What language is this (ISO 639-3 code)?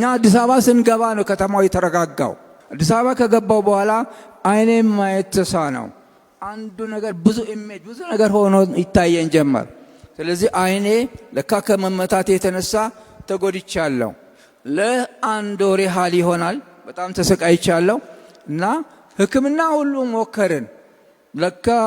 amh